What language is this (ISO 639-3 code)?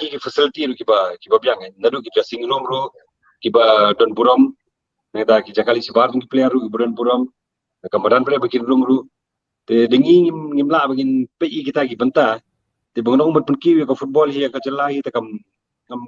kha